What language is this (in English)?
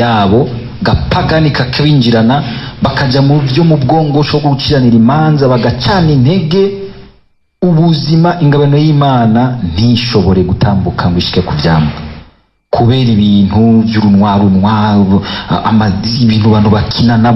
Rundi